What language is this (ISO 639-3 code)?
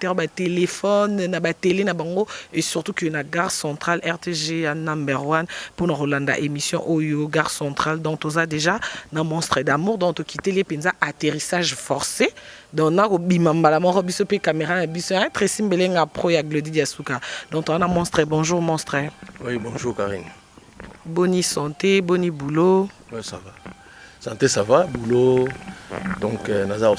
lin